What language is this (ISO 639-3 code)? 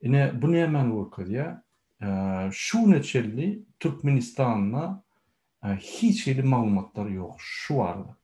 tuk